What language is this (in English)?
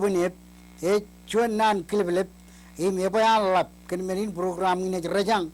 Marshallese